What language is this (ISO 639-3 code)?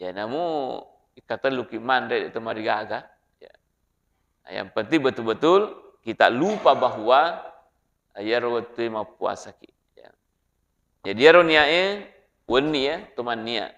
bug